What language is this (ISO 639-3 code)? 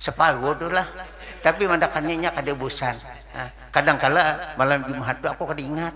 bjn